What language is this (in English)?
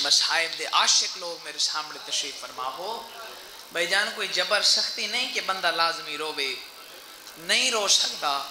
Saraiki